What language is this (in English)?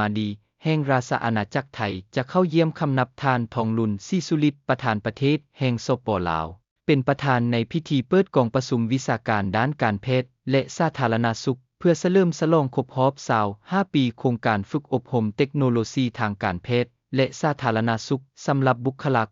Lao